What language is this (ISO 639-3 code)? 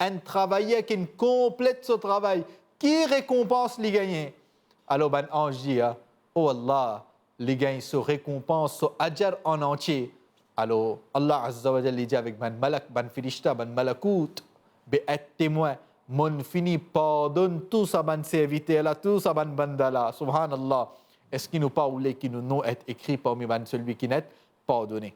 mfe